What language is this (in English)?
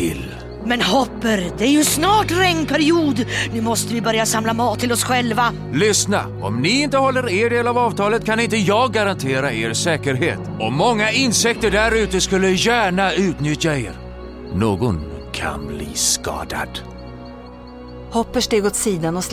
Swedish